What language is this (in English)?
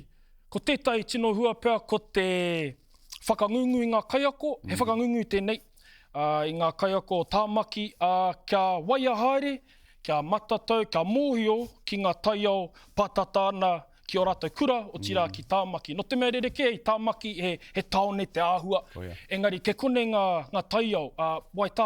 Māori